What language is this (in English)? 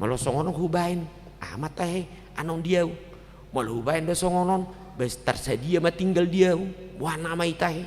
Batak Toba